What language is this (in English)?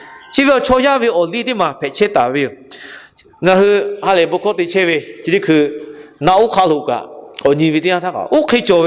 Lahu